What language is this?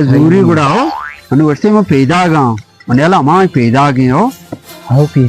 Baluchi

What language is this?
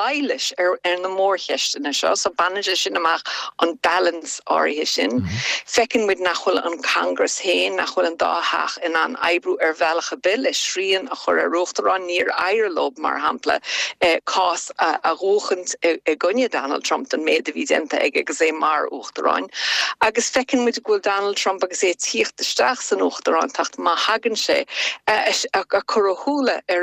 Irish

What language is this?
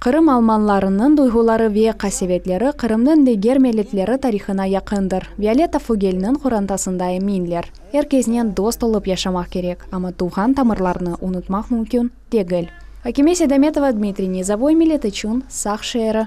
Crimean Tatar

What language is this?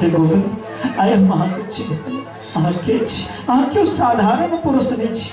Maithili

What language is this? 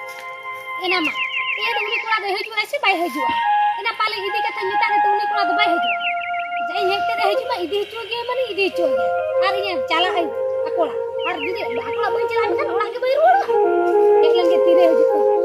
Santali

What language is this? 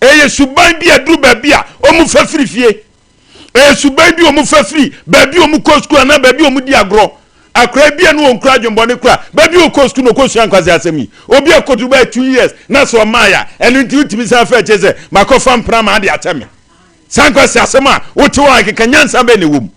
Akan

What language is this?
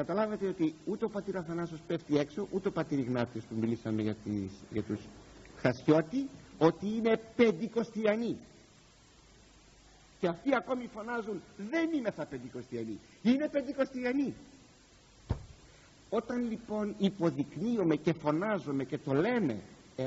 Greek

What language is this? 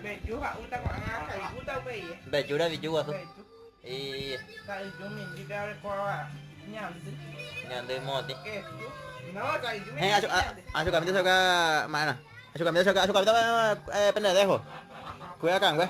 Guarani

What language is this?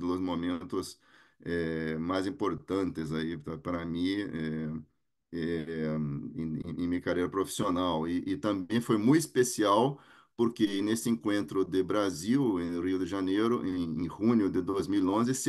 Spanish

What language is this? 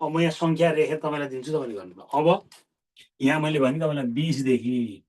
Nepali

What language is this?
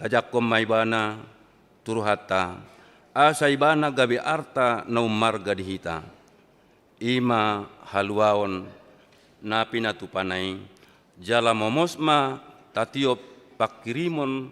Batak Toba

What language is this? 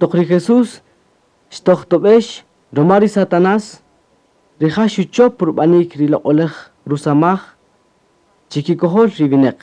Kaqchikel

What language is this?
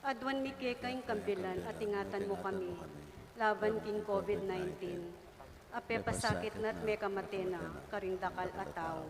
Pampanga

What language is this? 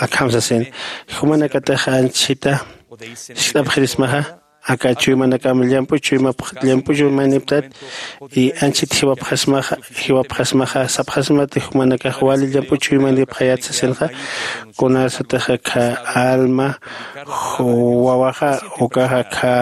Aymara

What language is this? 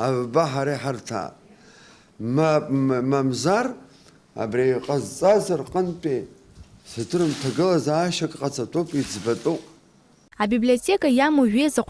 Abkhazian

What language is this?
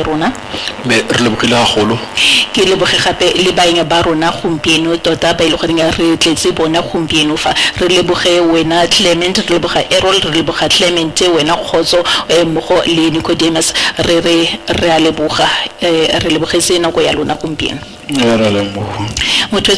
Tswana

